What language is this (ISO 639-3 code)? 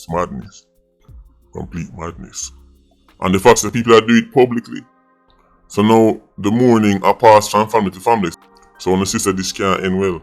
jam